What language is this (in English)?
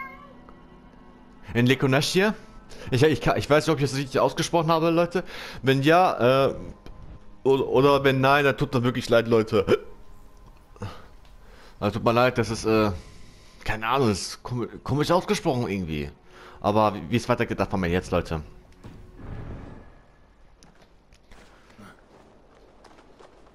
German